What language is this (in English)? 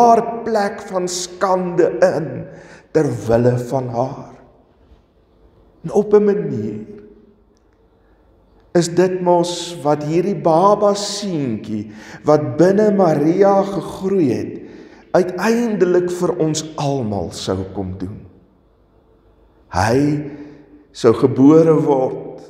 Afrikaans